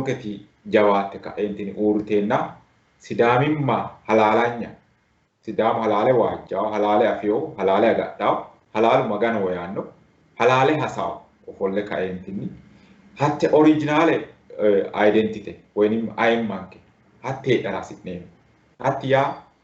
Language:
Sidamo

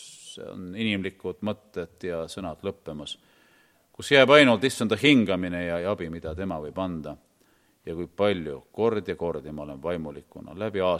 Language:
Estonian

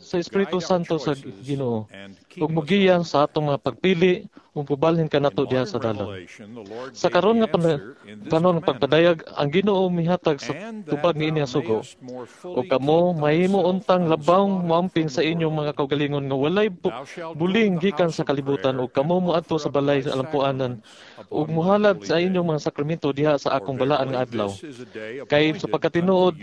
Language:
Cebuano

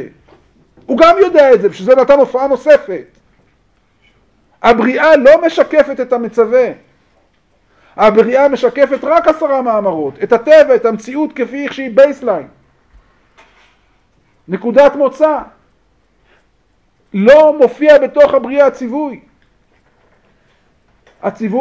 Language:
Hebrew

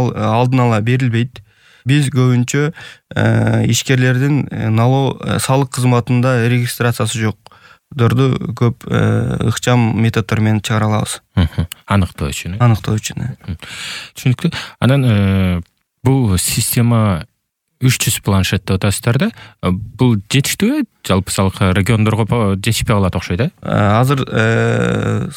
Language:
Kyrgyz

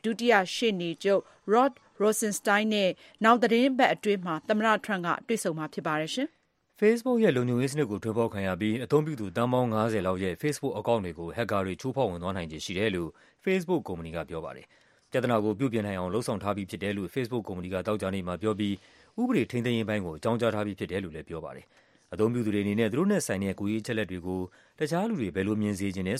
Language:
Burmese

